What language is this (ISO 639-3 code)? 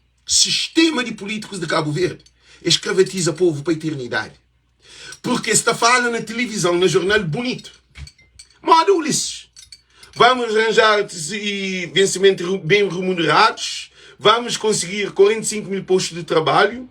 kea